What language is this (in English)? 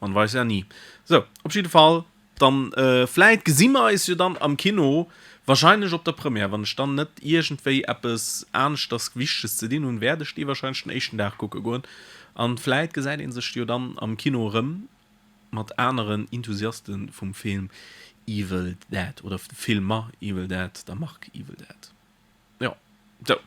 Luxembourgish